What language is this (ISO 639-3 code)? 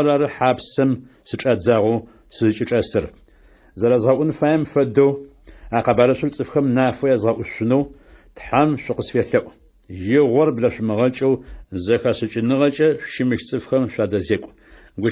ady